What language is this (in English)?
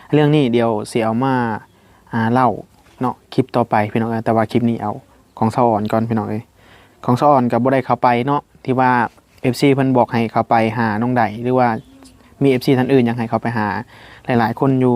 Northeastern Thai